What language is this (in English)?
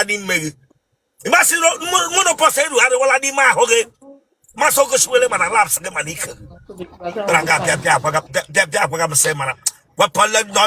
Igbo